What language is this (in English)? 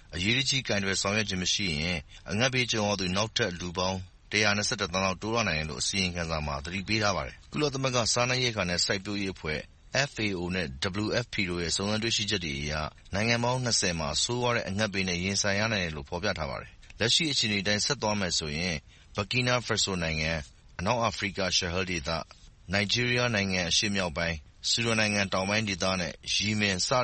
Burmese